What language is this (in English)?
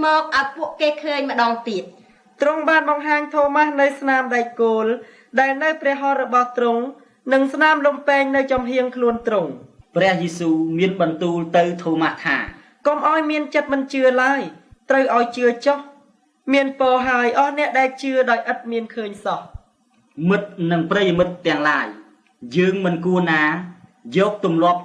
Khmer